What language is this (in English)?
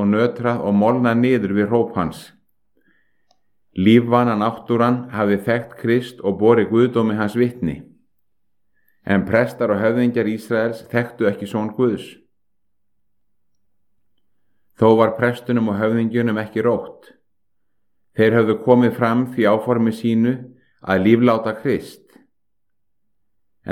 Icelandic